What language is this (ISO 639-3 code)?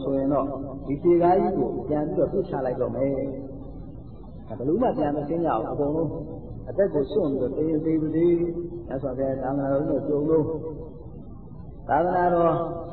mya